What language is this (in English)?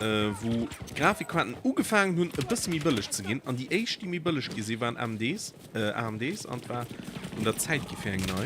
Luxembourgish